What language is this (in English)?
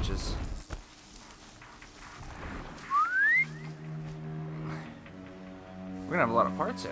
English